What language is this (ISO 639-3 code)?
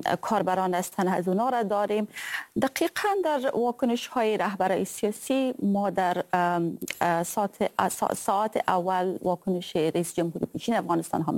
fas